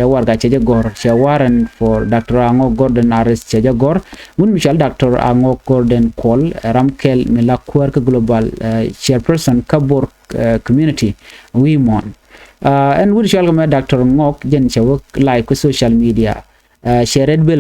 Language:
Nuer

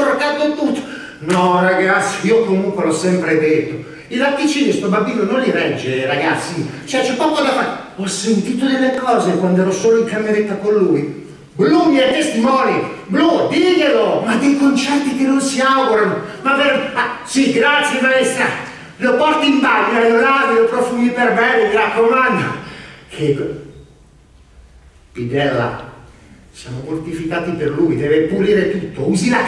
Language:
Italian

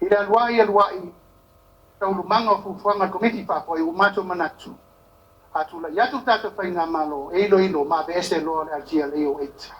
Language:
Samoan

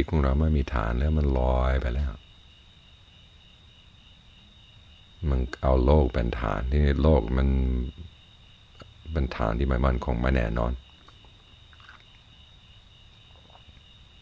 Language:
Thai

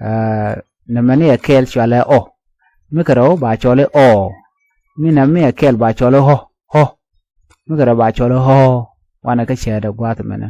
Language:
Nuer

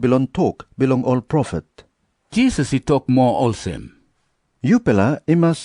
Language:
Tok Pisin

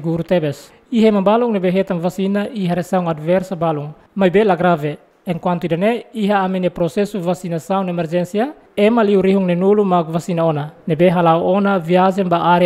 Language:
Tetum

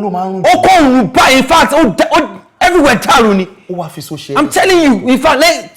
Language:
Yoruba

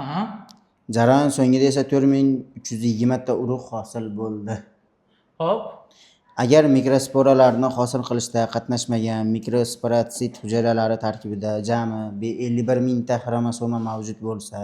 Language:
Uzbek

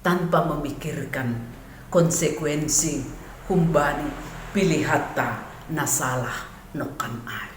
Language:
Batak Simalungun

